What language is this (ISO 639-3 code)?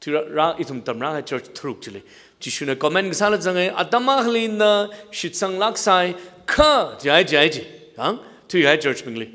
nmf